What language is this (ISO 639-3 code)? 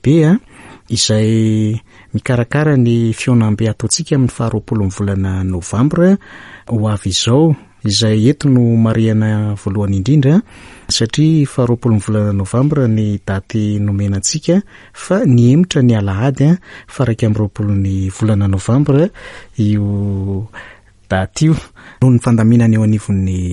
mlg